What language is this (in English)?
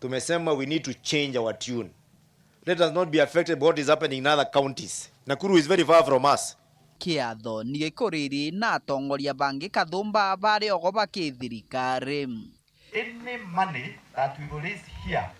Meru